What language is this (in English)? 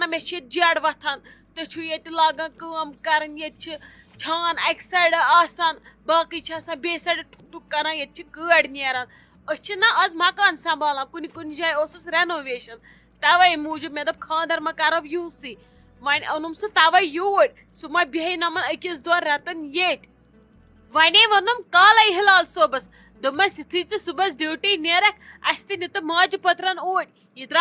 Kashmiri